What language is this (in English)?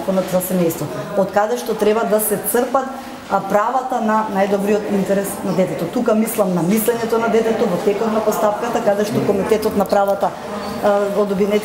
Macedonian